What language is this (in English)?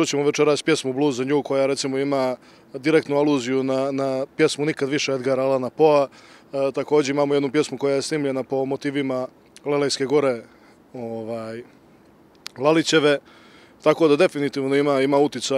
Serbian